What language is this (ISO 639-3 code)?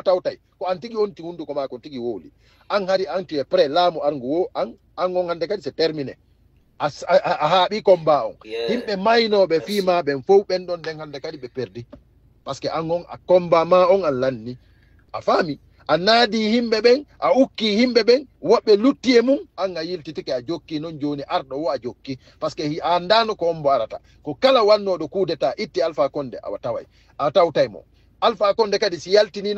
ful